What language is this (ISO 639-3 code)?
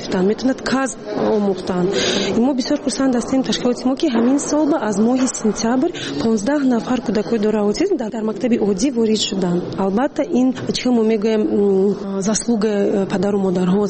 tgk